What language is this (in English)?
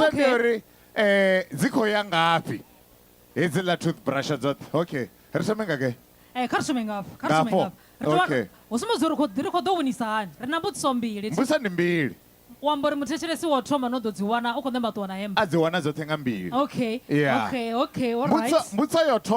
Venda